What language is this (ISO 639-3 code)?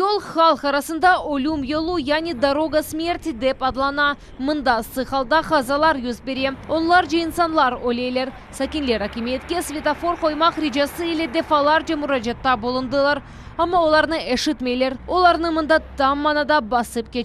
crh